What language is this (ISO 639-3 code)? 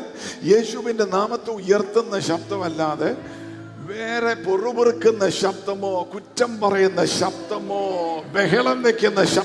mal